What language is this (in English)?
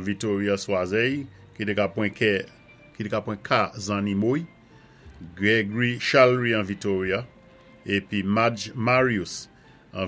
Saint Lucian Creole French